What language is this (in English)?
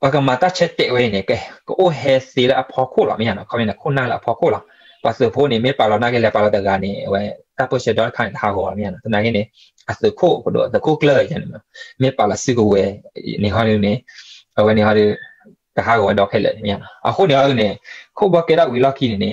S'gaw Karen